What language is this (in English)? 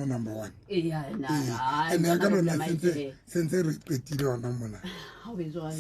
Southern Sotho